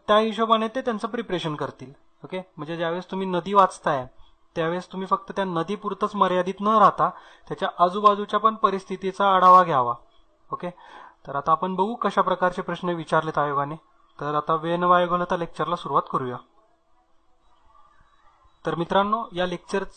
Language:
Marathi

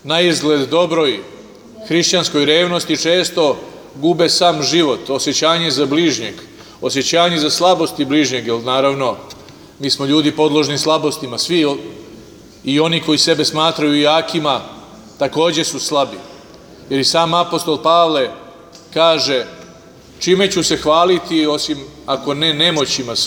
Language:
Serbian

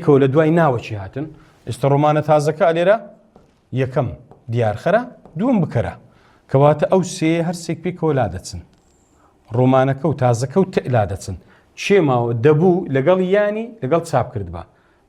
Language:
Central Kurdish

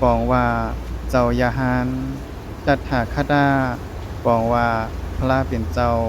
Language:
Shan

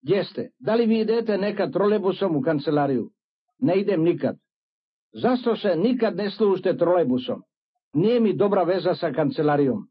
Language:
Serbian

